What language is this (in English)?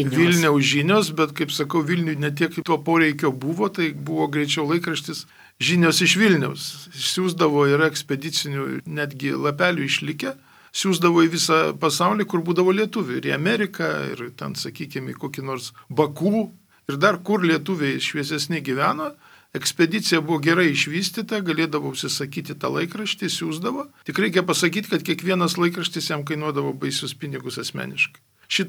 Lithuanian